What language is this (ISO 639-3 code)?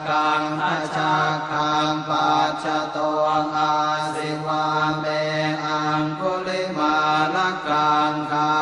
pli